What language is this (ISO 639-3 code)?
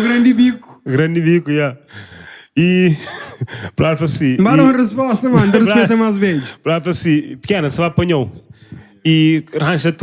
kea